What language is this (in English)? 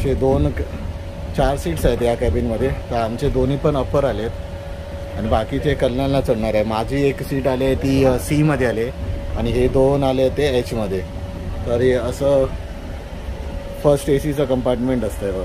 Marathi